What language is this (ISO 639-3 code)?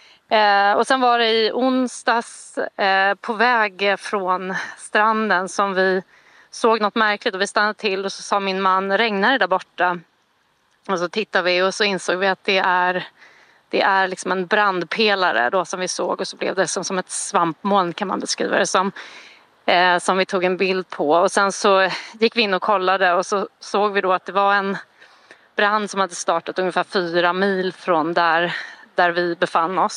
swe